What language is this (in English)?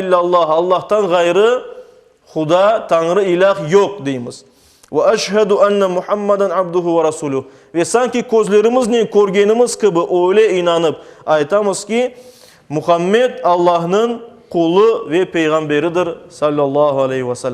Crimean Tatar